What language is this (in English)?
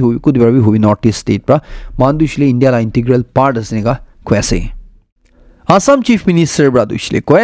Naga Pidgin